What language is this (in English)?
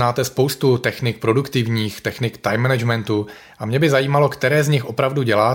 Czech